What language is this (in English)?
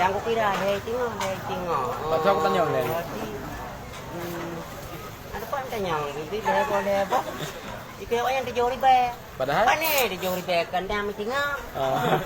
Achinese